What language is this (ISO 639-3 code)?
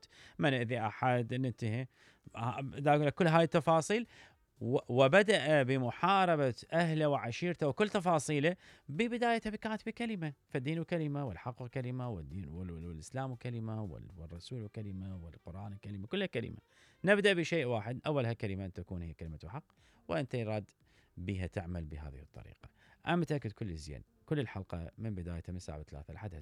acm